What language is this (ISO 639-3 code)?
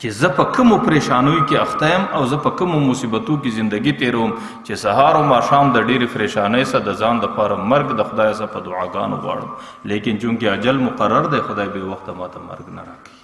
pus